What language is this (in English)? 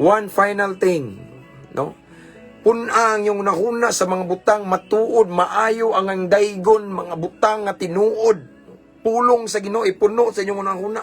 Cebuano